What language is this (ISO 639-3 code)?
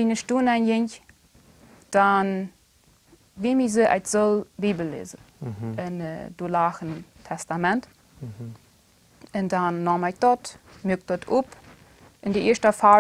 pdt